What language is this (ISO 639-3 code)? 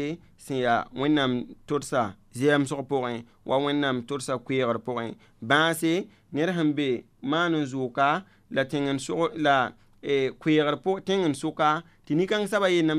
mos